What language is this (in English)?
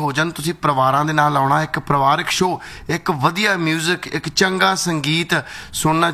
Punjabi